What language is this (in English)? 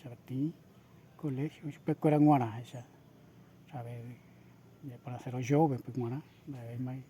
Guarani